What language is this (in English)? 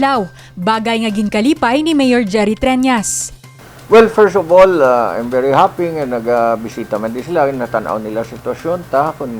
Hiligaynon